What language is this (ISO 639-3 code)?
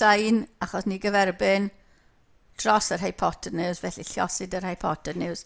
cym